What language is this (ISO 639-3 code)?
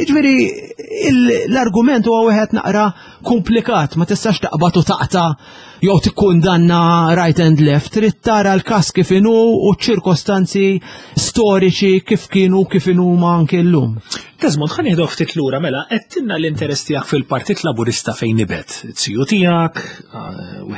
mlt